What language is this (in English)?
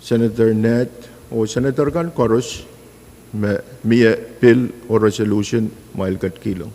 Pohnpeian